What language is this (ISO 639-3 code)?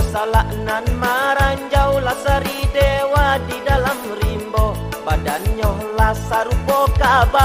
min